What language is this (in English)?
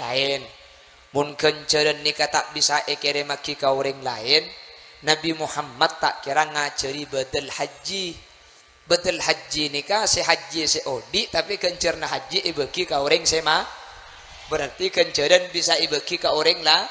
Madurese